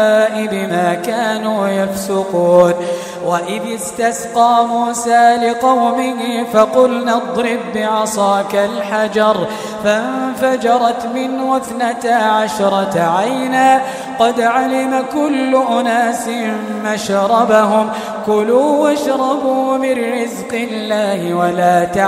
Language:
Arabic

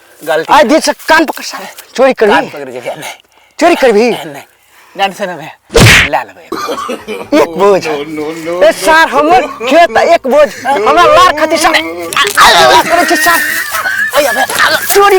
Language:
Maithili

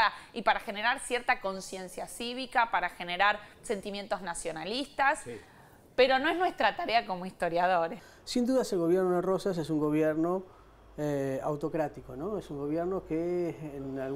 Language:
Spanish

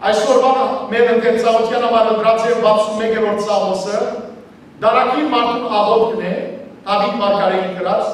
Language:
Western Armenian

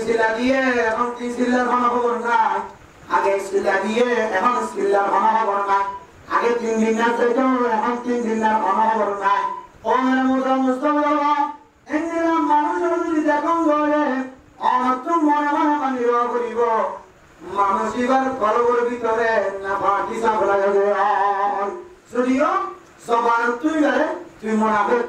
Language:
Rohingya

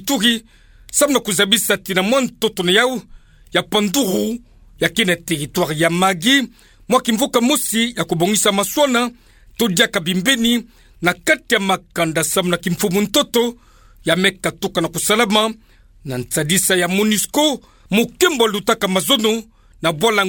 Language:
Kituba (Democratic Republic of Congo)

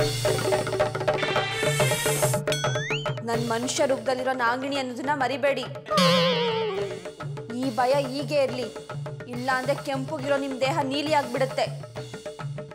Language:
Kannada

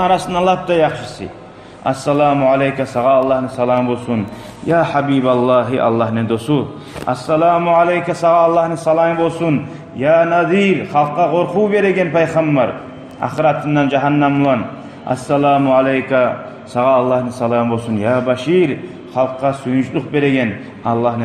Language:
Kumyk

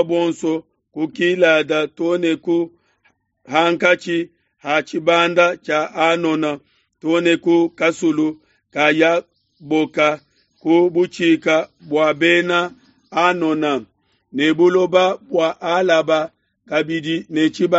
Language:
Luba-Lulua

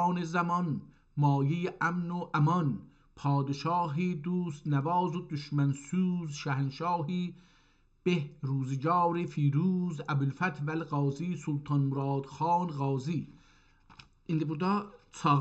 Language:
South Azerbaijani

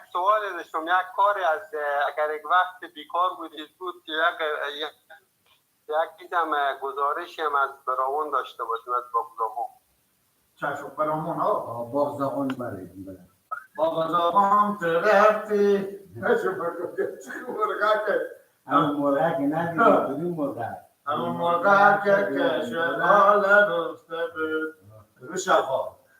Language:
Persian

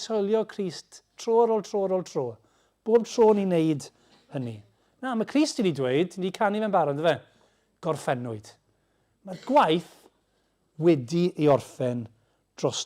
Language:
Welsh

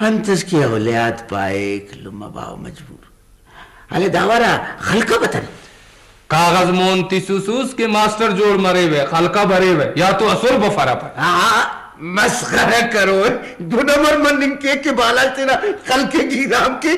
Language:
Brahui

